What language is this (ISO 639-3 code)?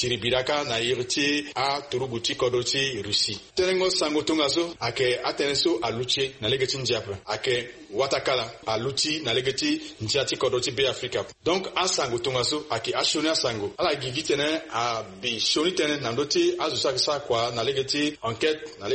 sag